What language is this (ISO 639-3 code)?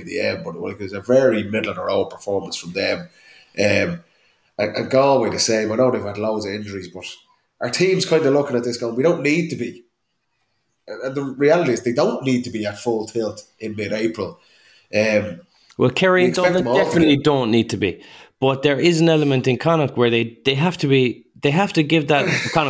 eng